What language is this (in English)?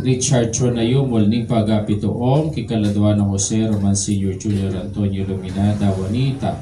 Pampanga